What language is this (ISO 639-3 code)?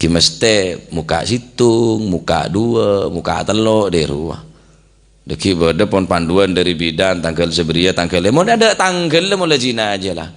mad